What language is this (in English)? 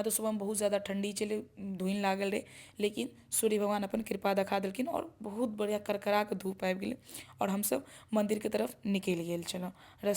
Maithili